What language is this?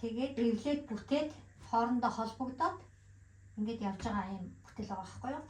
Mongolian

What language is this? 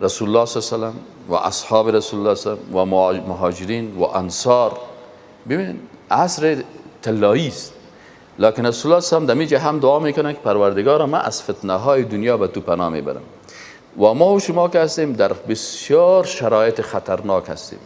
Persian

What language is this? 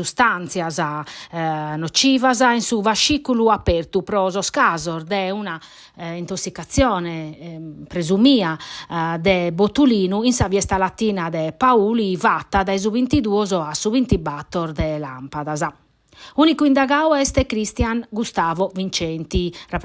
Sardinian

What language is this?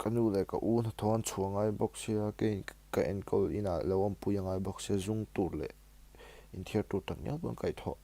Mizo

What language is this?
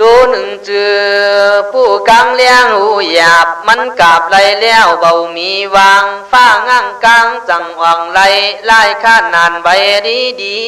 Khün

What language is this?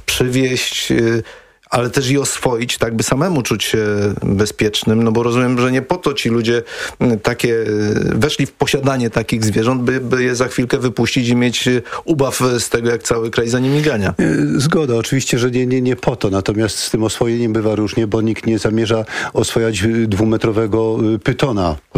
Polish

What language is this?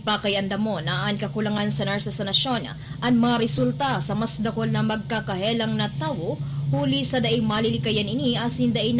Bikol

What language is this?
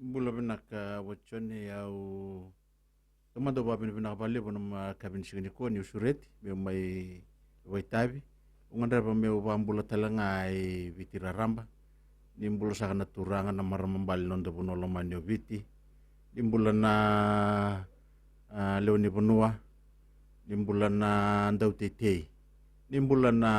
Fijian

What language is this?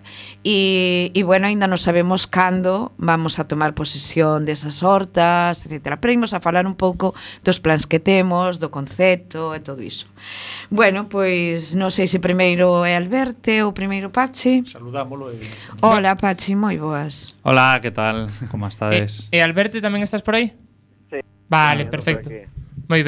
Galician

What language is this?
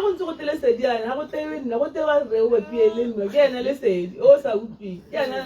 Tswana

